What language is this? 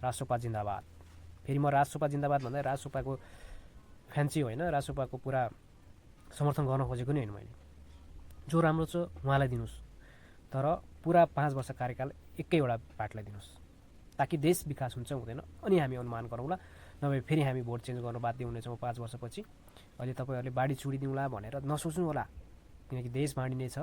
Nepali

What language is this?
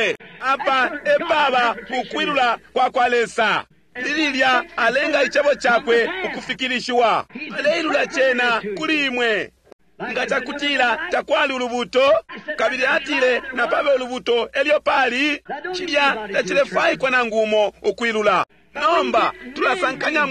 Bemba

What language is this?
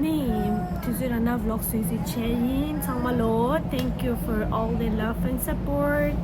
Tibetan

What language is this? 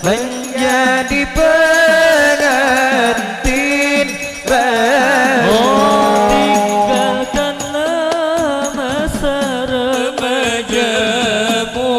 Banjar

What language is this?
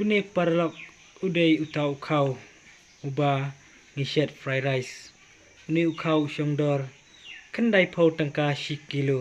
Khasi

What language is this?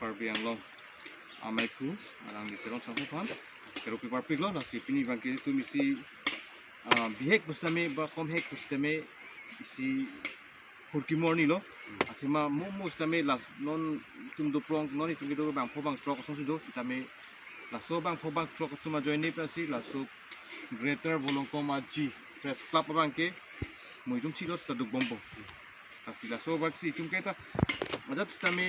Karbi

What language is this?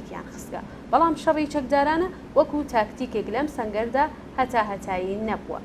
Central Kurdish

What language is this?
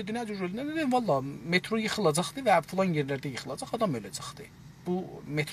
South Azerbaijani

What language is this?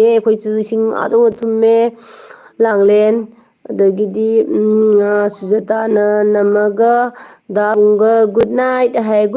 Manipuri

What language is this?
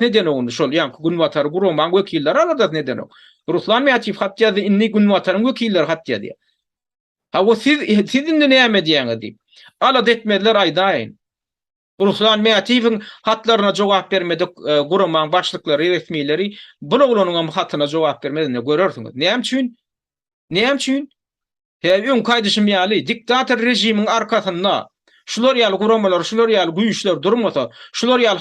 Turkmen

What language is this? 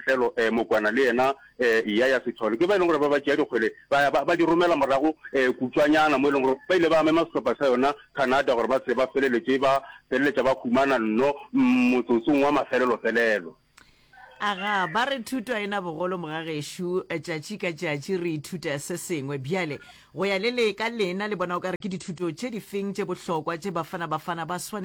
Northern Sotho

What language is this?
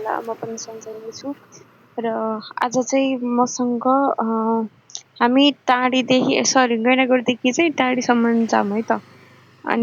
Nepali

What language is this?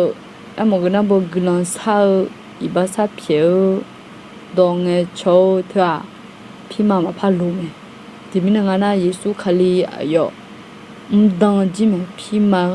Akha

